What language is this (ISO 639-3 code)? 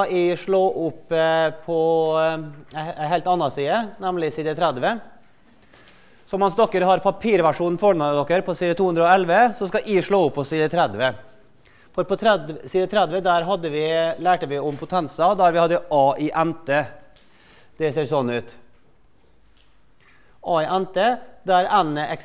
nor